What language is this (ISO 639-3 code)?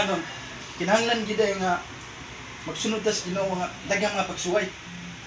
ceb